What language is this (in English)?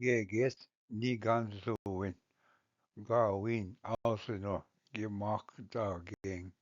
Ojibwa